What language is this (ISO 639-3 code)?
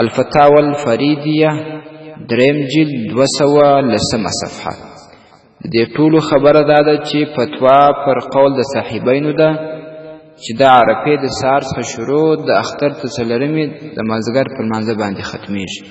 pus